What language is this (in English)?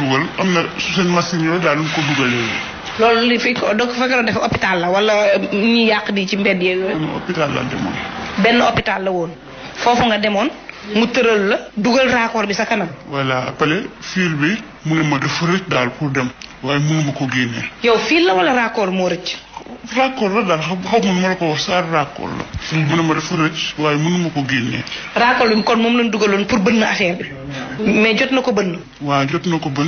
Wolof